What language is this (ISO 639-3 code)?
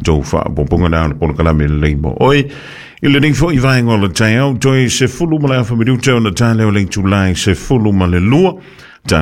smo